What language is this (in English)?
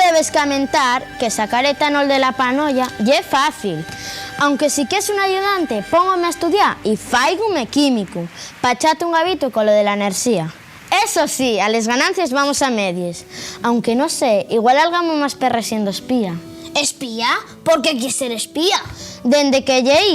Asturian